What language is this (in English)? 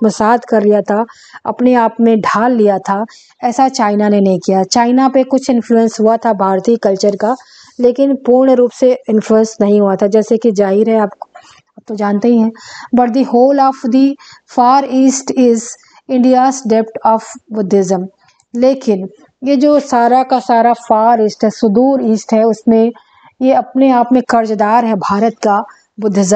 Hindi